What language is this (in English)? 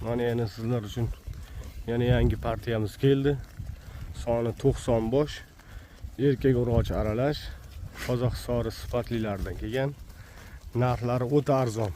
Uzbek